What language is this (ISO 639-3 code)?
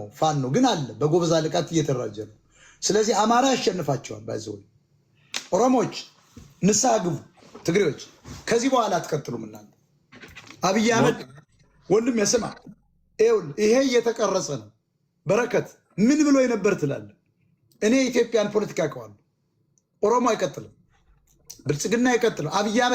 amh